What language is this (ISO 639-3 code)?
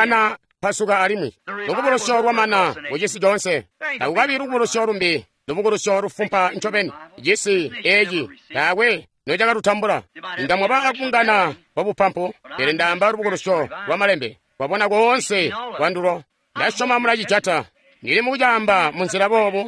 toi